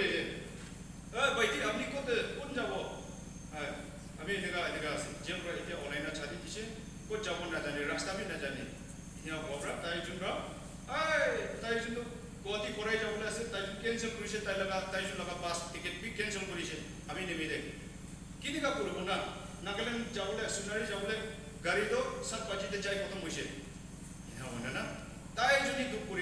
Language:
Naga Pidgin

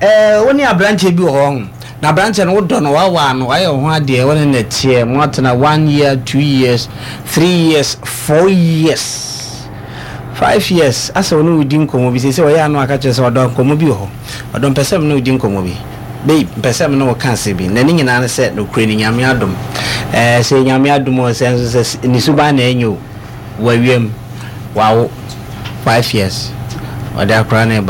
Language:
Akan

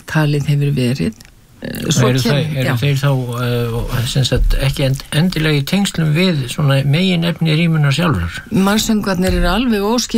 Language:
Icelandic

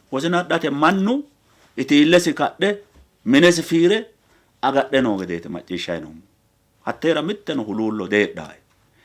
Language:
Sidamo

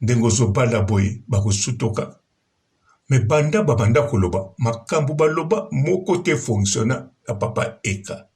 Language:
Lingala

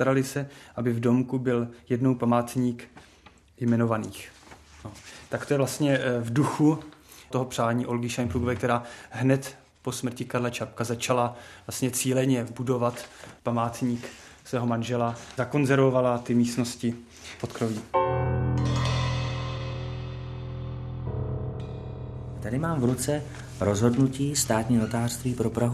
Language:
Czech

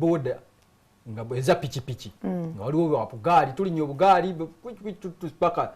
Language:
Ganda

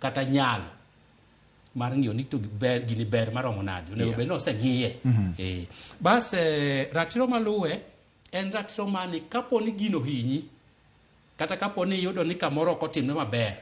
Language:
Luo (Kenya and Tanzania)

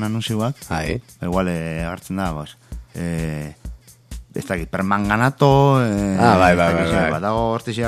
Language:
Basque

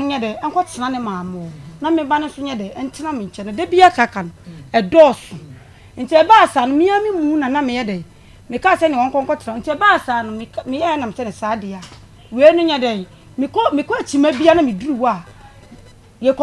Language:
Akan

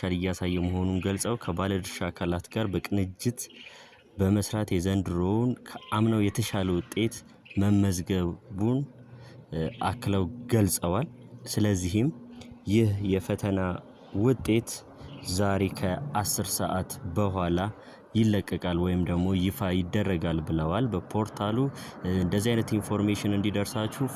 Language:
Amharic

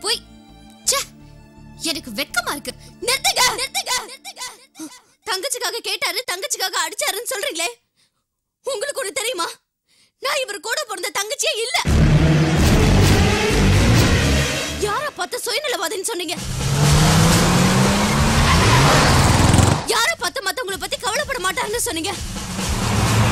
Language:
Tamil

